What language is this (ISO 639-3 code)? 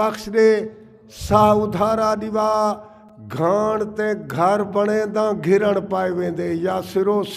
skr